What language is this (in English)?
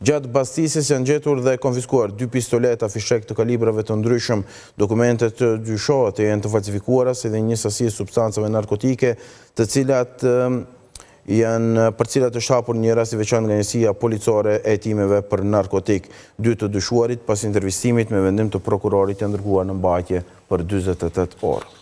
Albanian